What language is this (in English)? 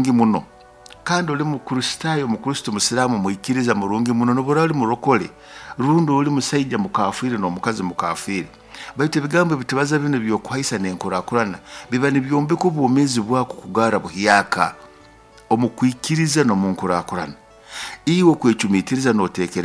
Nyoro